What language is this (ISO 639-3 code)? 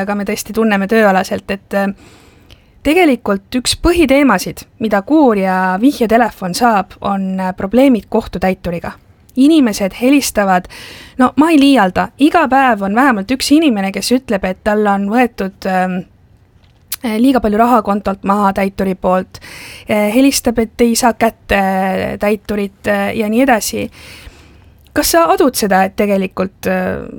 est